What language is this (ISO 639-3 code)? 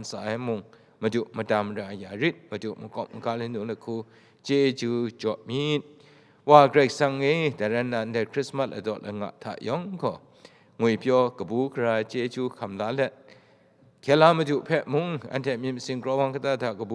kac